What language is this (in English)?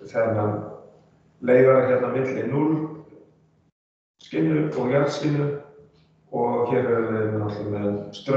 Icelandic